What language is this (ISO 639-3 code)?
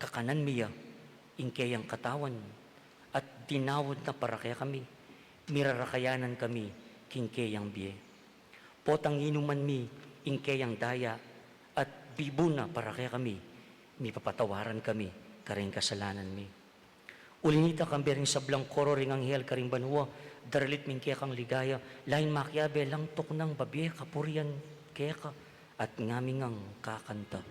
pam